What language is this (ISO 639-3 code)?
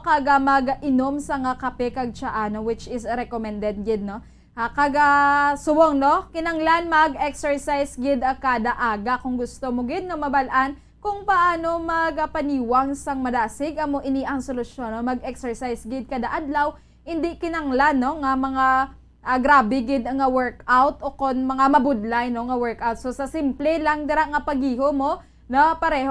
hil